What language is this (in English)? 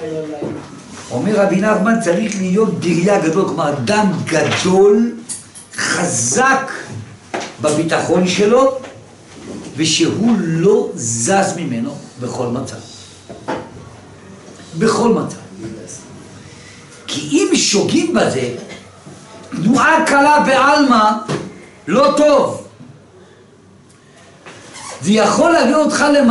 Hebrew